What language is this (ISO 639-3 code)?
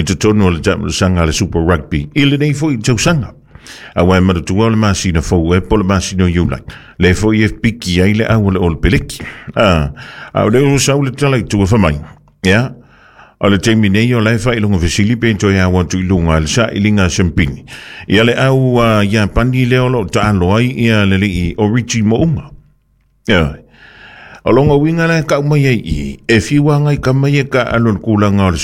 smo